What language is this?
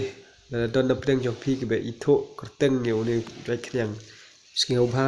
Khasi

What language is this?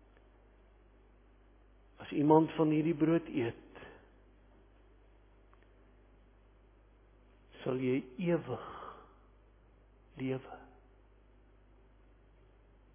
Afrikaans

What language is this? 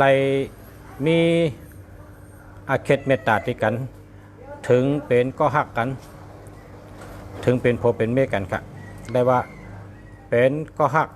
Shan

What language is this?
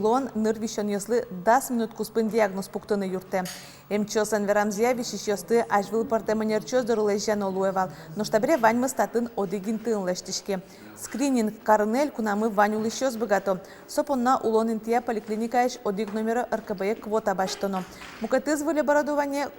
Udmurt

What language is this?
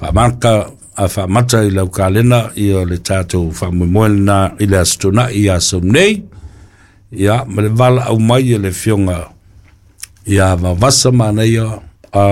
Samoan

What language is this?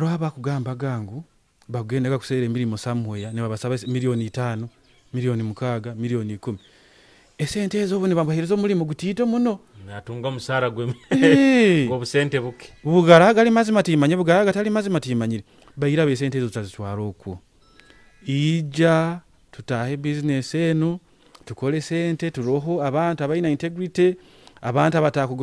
Nyoro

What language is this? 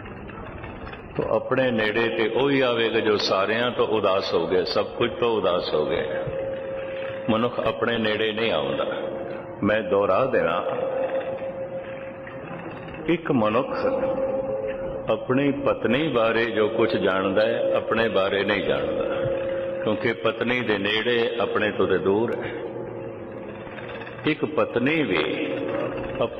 Punjabi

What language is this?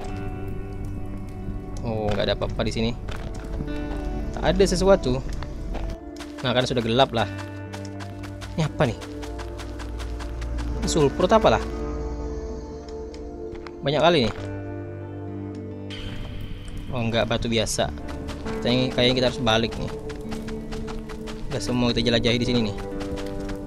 Indonesian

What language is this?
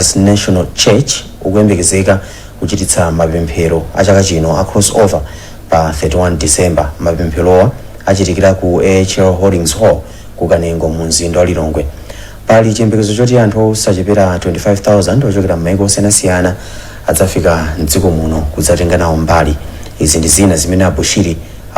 Nyanja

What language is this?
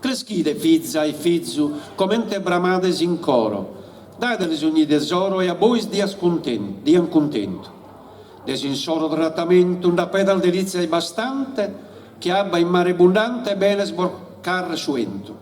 Sardinian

